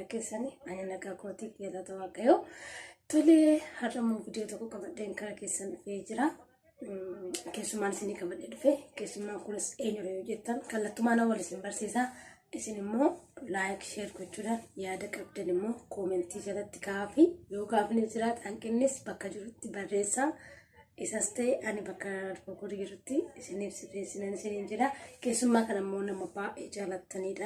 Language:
Oromo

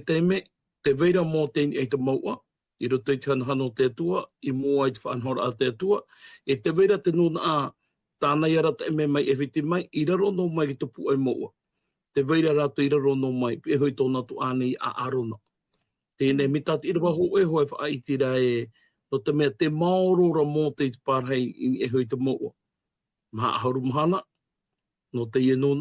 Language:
Tahitian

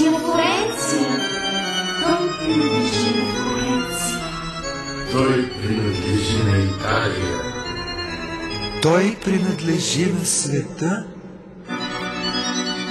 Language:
Bulgarian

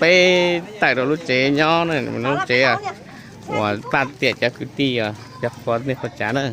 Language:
Hmong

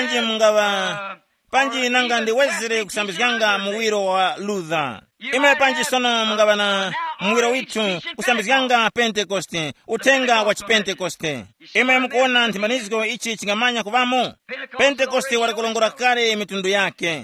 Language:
Tumbuka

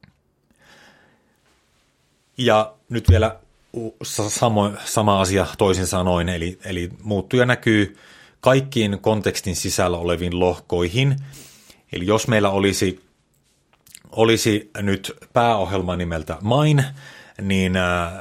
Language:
Finnish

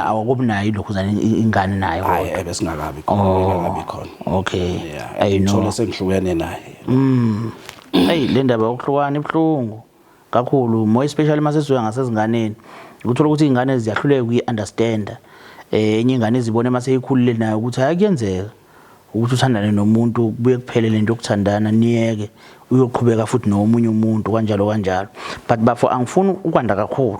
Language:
Zulu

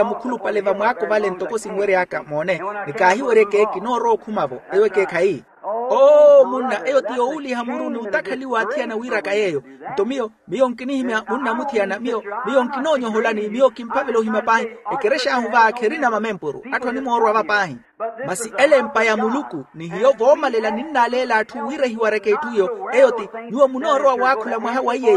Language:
Makhuwa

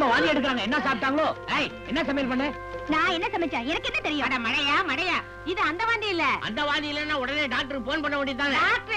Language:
Tamil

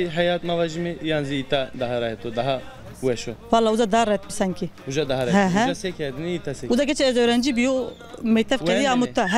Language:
Zaza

